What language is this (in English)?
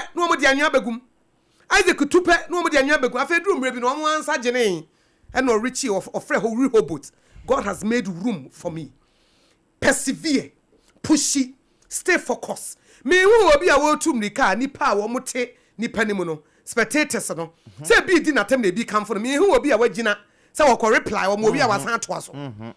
Akan